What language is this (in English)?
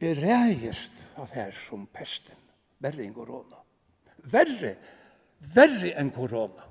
Faroese